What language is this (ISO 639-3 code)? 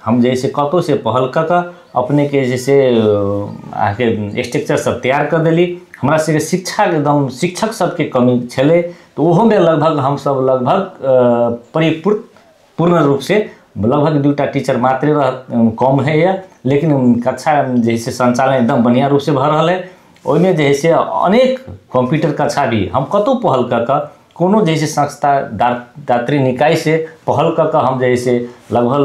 mai